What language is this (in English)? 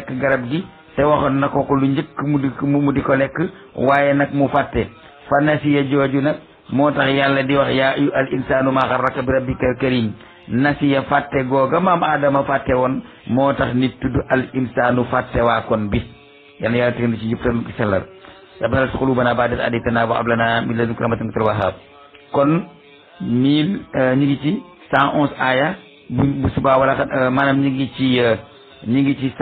Wolof